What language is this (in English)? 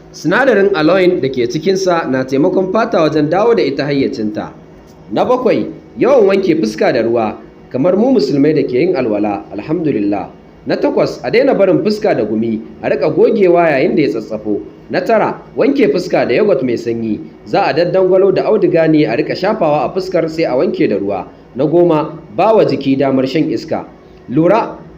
Hausa